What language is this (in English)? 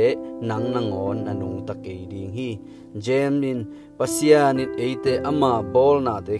Tedim Chin